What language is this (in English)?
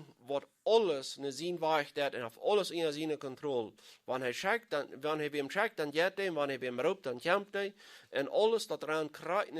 Plautdietsch